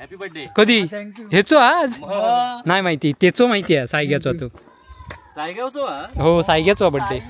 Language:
Konkani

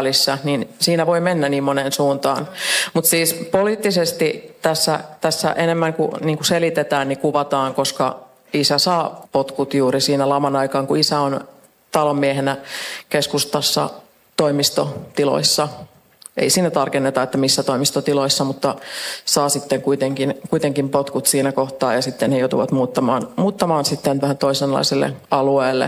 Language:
Finnish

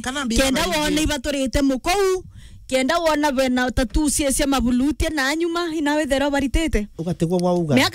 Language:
Meru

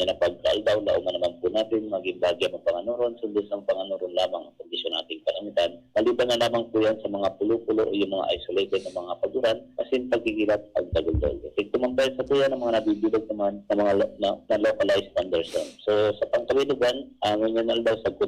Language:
Bikol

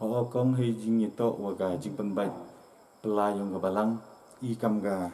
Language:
Pnar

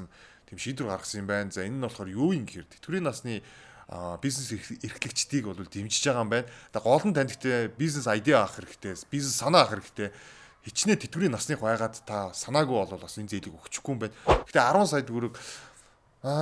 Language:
Mongolian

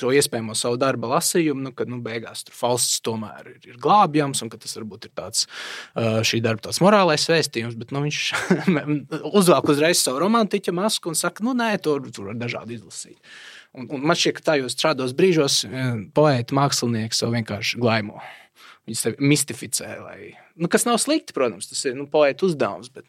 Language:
Latvian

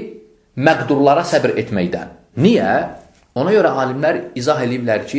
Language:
Azerbaijani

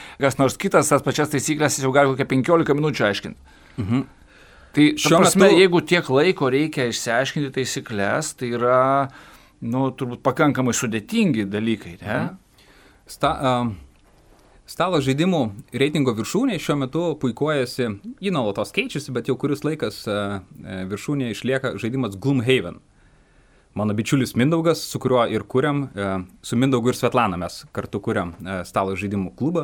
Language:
Lithuanian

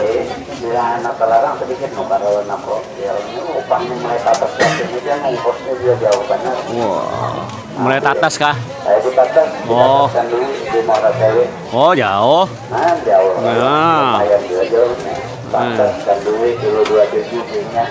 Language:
Banjar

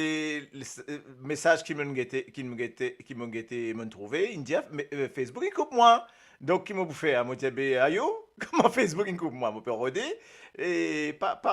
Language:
Morisyen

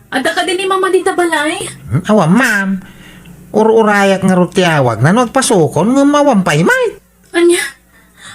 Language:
Iloko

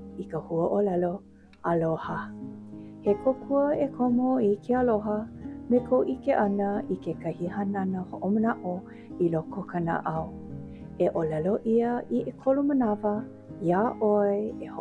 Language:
Hawaiian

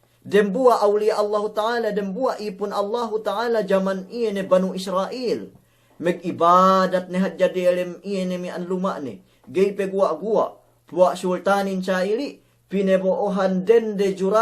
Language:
Yakan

